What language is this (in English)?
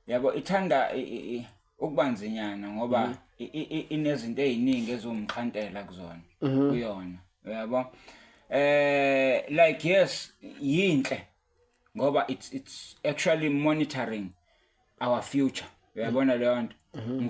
Zulu